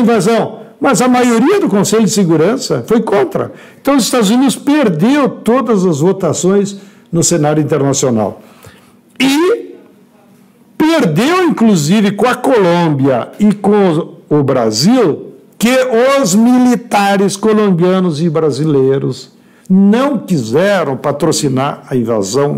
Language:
Portuguese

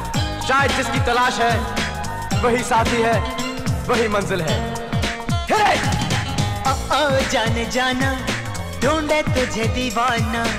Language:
Hindi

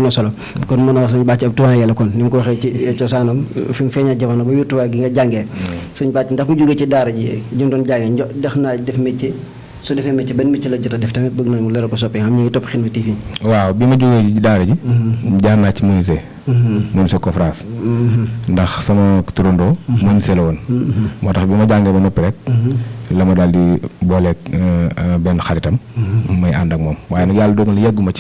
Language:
Wolof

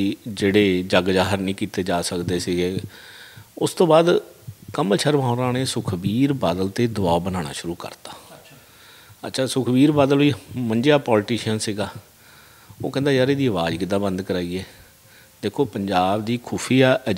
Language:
Punjabi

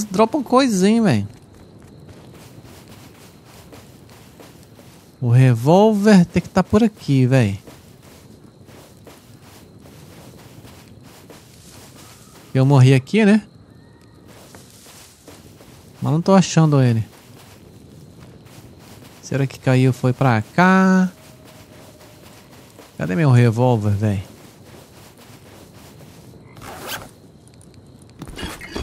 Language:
Portuguese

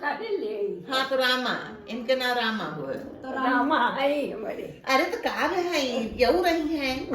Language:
Awadhi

